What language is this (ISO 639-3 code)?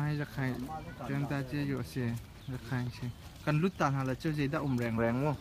cnh